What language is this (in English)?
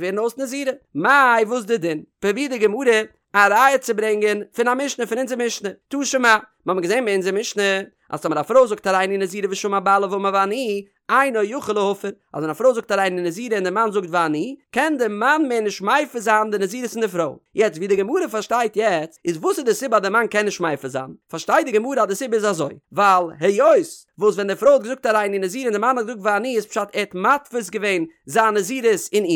Yiddish